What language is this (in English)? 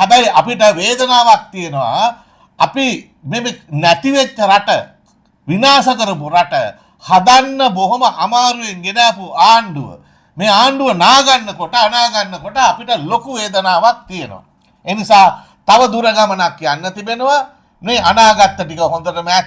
Sinhala